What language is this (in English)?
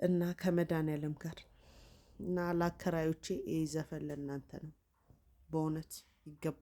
Amharic